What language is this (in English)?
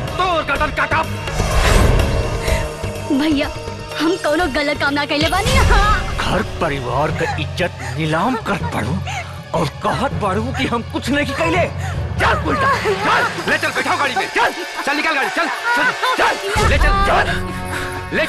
Bhojpuri